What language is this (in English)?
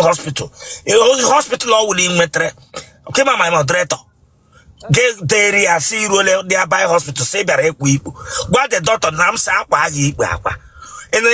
Igbo